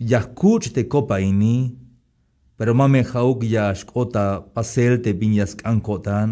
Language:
Tzeltal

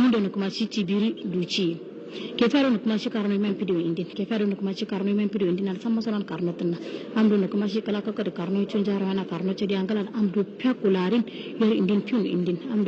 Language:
Hausa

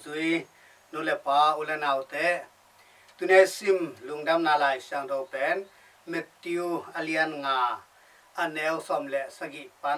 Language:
Tedim Chin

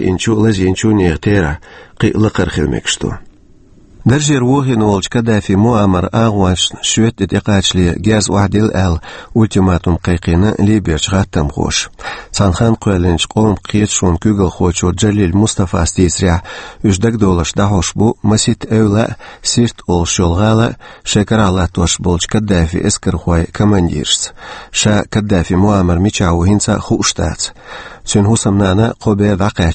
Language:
Chechen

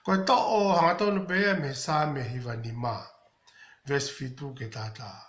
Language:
Tongan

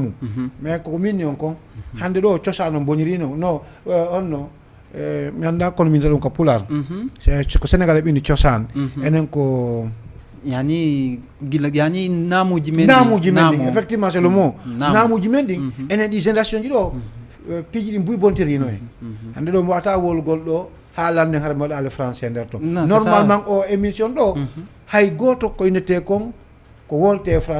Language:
Fula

